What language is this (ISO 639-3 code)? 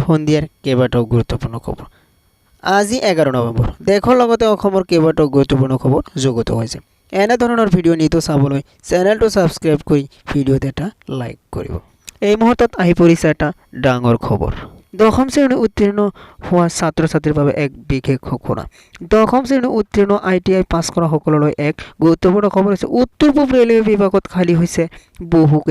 asm